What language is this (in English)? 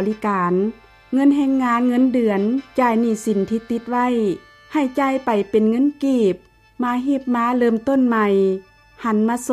Lao